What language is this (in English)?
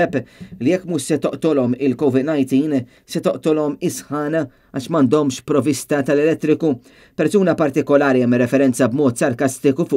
Maltese